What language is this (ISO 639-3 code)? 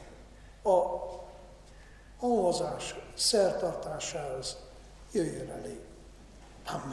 hun